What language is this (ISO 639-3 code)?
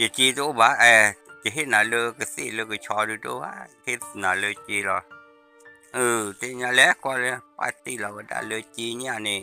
ksw